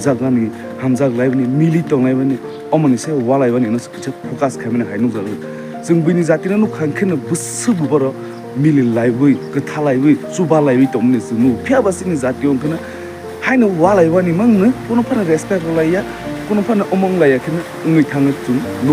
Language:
Kok Borok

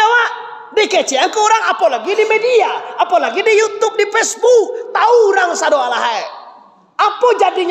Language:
Minangkabau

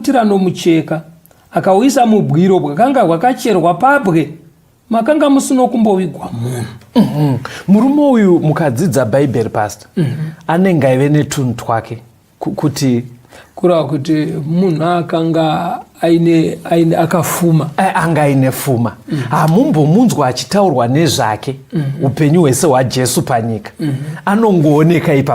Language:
Shona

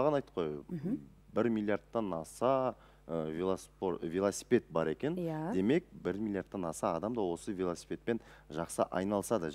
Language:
Kazakh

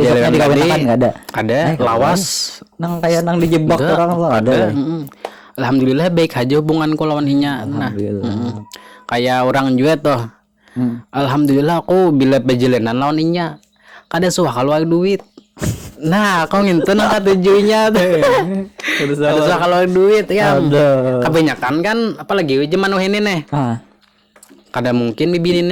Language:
Banjar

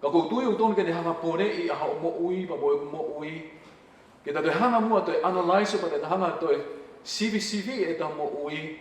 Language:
Tongan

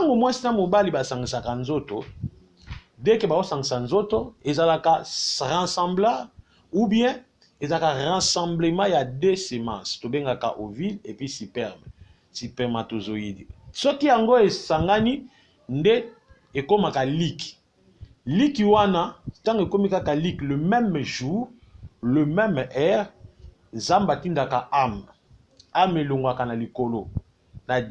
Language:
Lingala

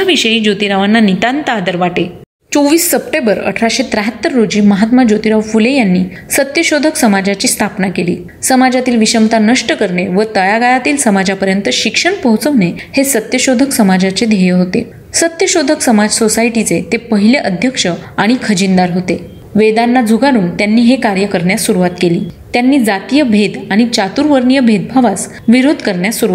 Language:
Marathi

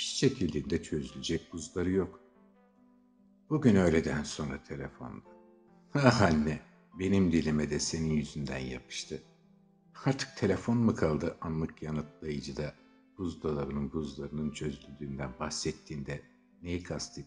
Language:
Turkish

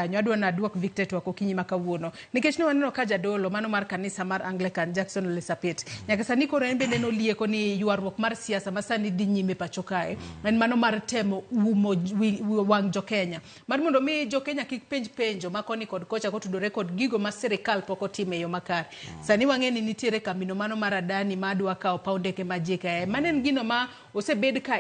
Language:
Luo (Kenya and Tanzania)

